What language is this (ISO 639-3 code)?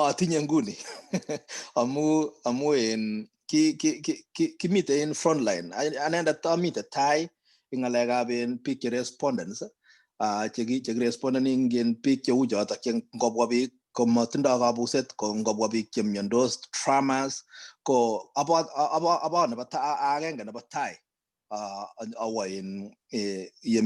kln